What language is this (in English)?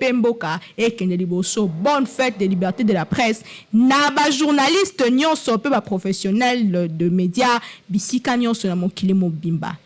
Lingala